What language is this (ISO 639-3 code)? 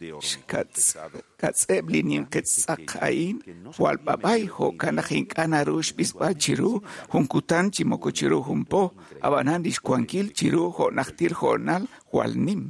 kek